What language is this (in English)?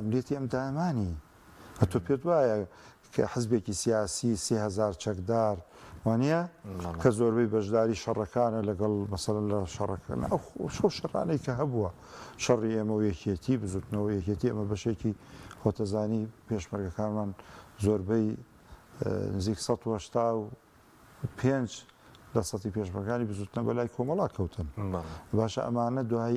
Central Kurdish